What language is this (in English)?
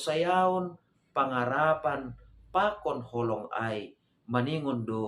Batak Simalungun